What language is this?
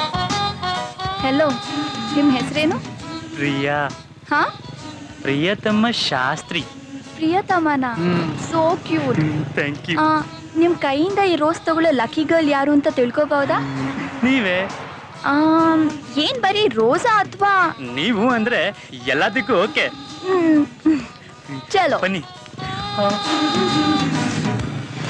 Kannada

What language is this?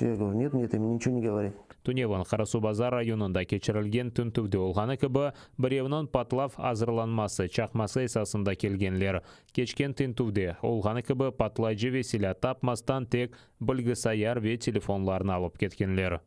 Crimean Tatar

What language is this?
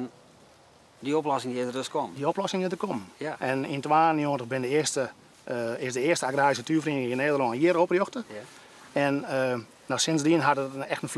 Western Frisian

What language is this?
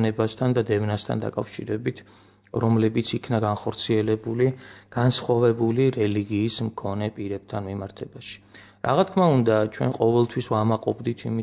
Georgian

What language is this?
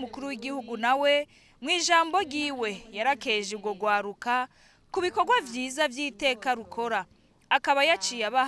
Rundi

